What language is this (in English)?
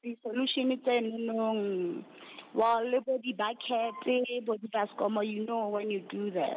Southern Sotho